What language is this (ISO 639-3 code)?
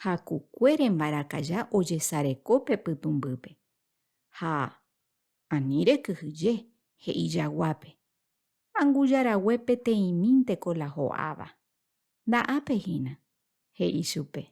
grn